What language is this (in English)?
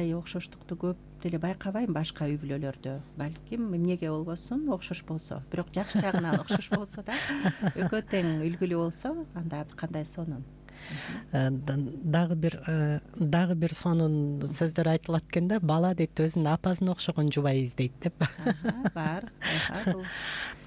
Kyrgyz